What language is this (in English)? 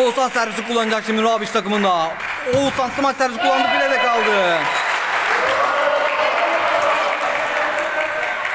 Turkish